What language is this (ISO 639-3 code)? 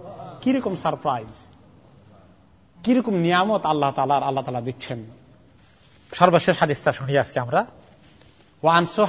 ben